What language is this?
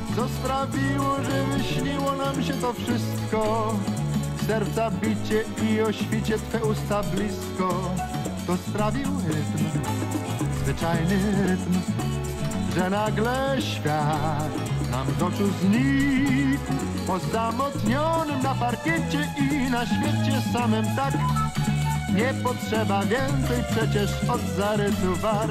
Polish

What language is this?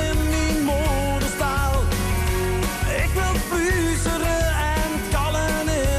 Dutch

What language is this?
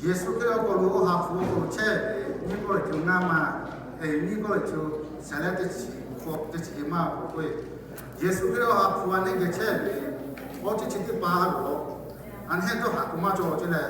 Lahu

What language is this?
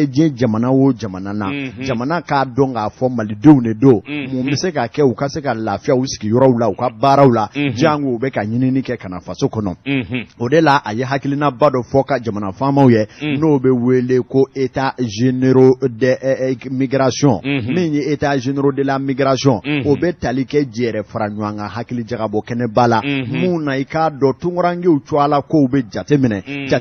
Bambara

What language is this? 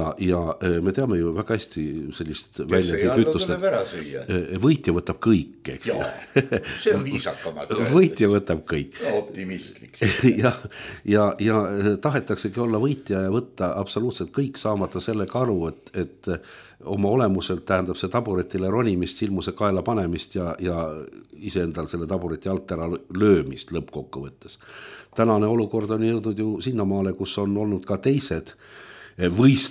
Estonian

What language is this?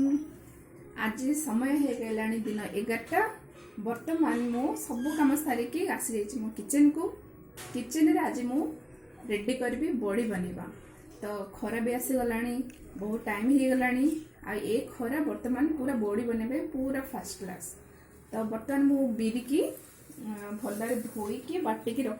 Odia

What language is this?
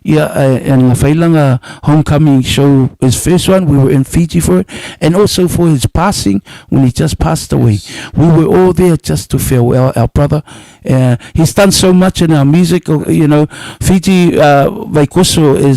Samoan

